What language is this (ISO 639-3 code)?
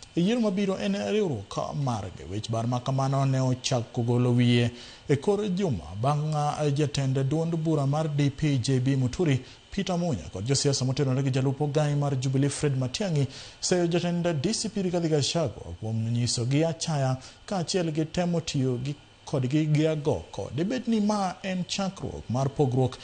luo